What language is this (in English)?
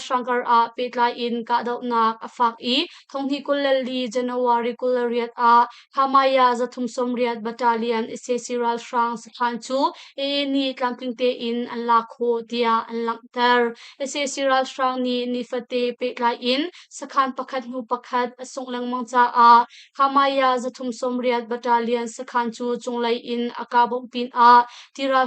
Hakha Chin